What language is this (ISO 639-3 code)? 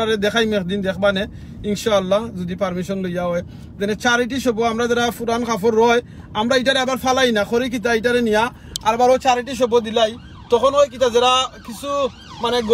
syl